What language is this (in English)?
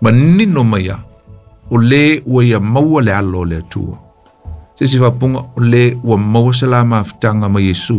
Samoan